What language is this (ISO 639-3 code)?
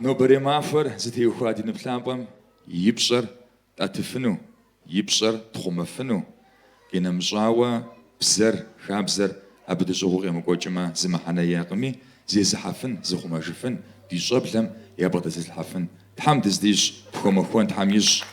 kbd